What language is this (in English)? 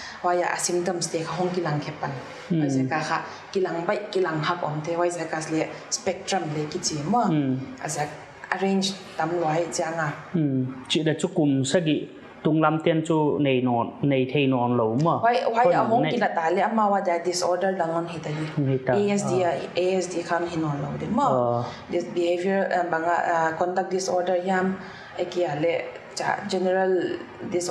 Paite Chin